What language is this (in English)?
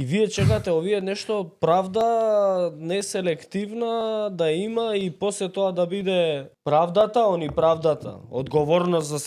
Macedonian